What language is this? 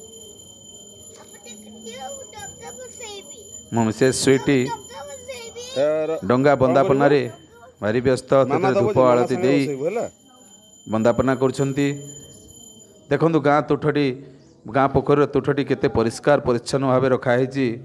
Odia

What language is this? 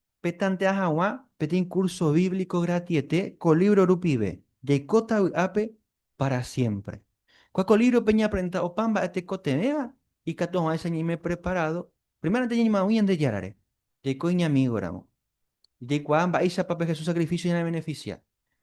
Guarani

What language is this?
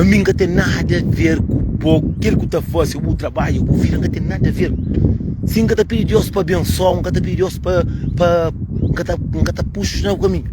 Kabuverdianu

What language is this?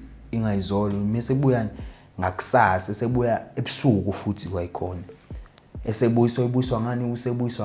Zulu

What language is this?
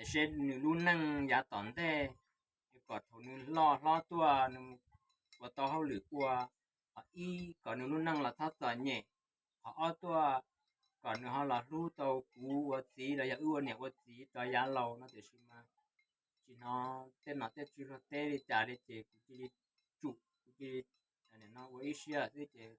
Hmong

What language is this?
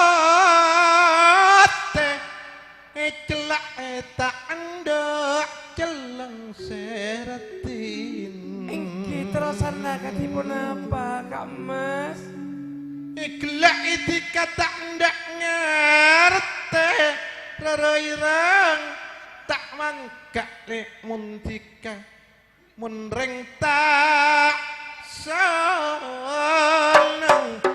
Madurese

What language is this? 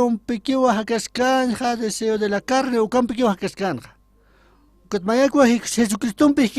Aymara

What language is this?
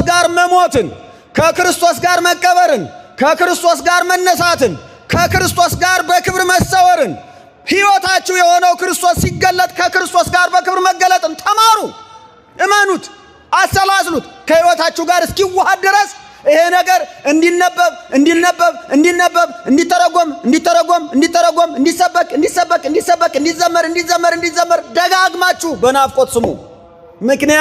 Amharic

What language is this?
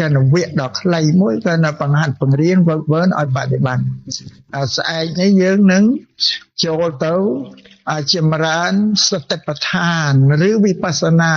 Khmer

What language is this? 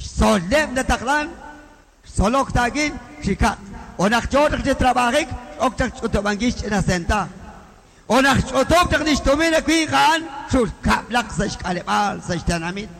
Kekchí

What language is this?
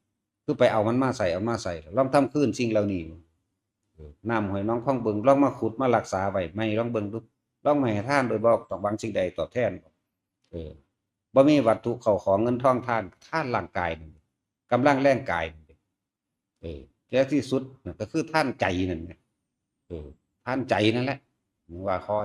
Northeastern Thai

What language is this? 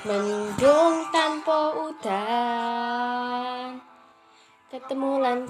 Javanese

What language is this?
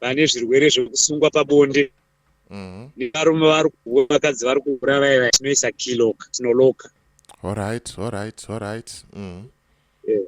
Shona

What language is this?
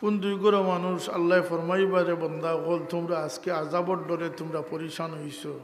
Sylheti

